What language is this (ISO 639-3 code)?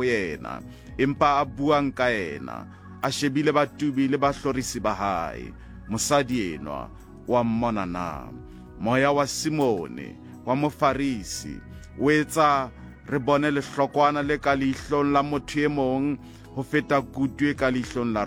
sot